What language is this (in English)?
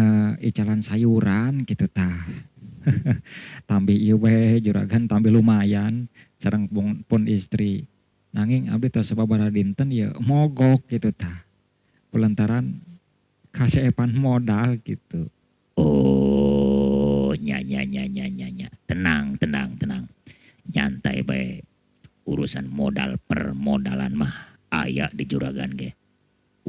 Sundanese